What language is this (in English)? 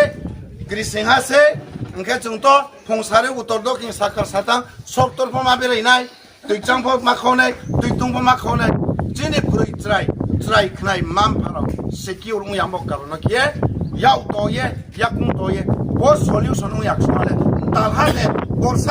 Riang (India)